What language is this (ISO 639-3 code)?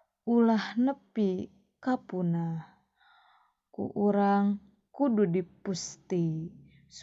sun